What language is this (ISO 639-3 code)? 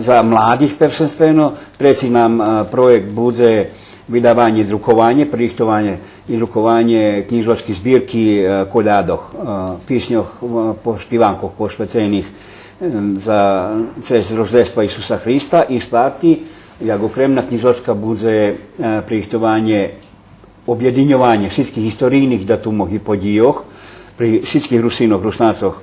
rue